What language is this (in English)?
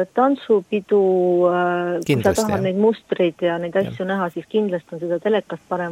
Estonian